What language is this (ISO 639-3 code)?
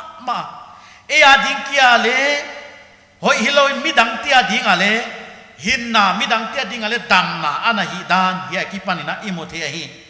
pck